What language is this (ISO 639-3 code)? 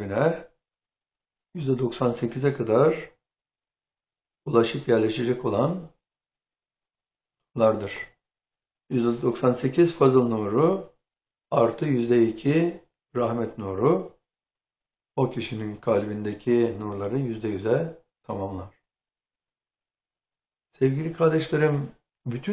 tur